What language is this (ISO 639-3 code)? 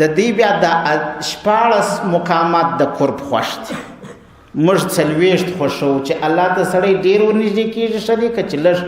pus